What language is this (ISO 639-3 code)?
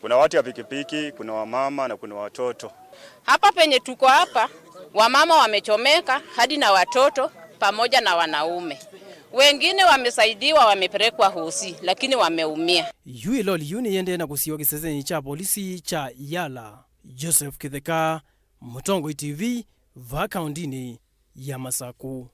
kam